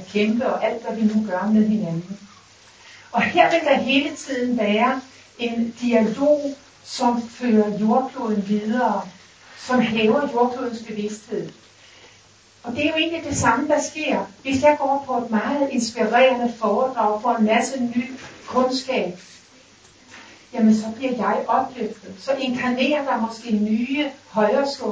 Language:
Danish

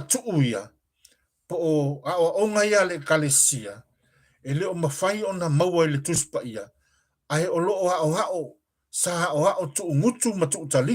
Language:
Samoan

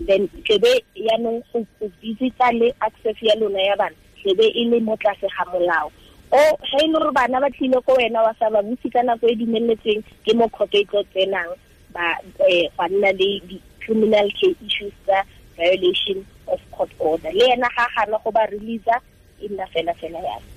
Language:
Tswana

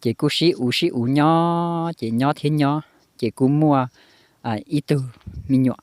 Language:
Hmong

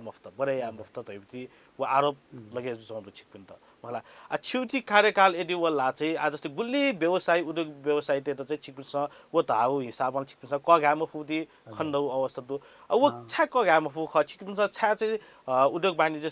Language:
Newari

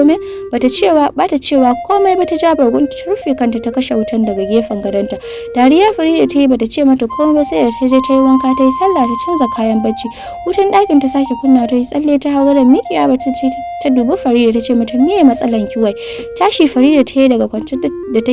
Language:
Hausa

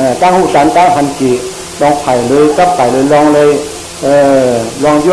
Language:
Shan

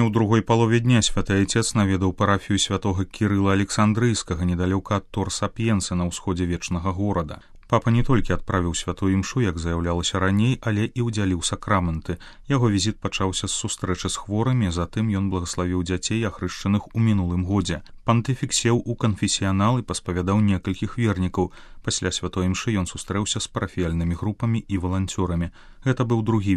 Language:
Belarusian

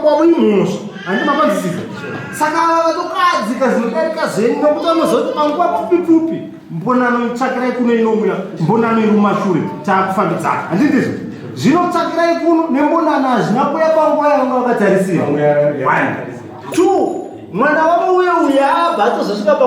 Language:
Shona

